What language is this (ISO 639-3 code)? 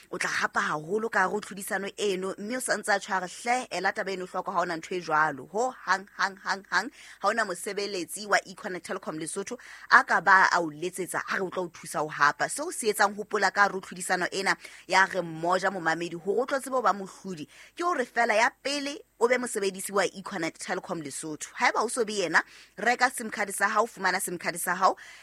sot